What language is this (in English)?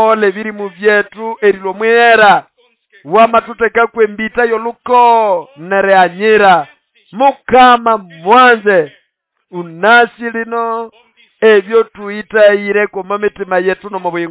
Nande